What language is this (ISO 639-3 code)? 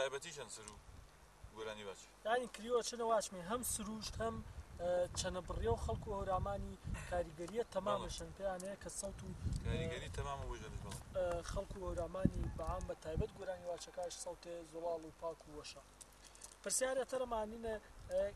hac